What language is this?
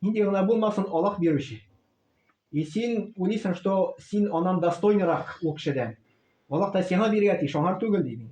Tatar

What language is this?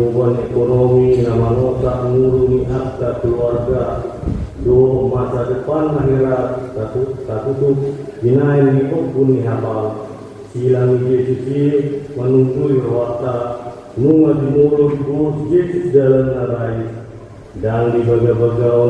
Batak Toba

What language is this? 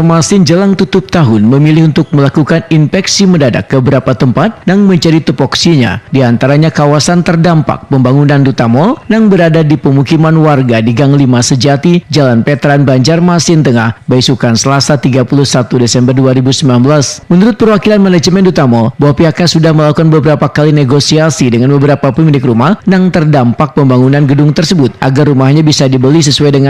Banjar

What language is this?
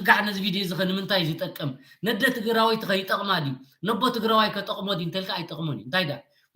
Tigrinya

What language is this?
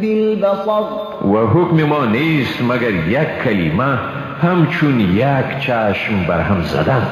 Persian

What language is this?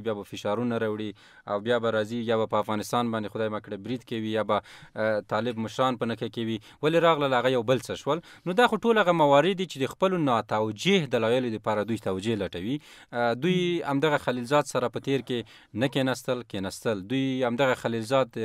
Pashto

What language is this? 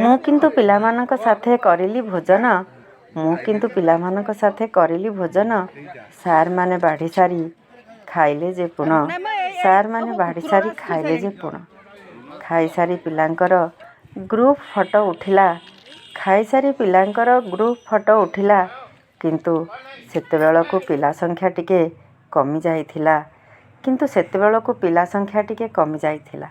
Odia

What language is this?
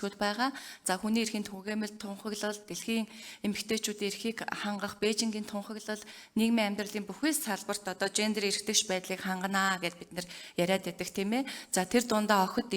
Mongolian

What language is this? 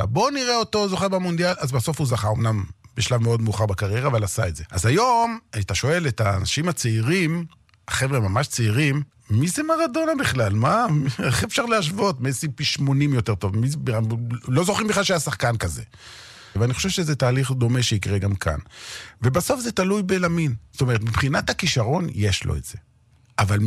Hebrew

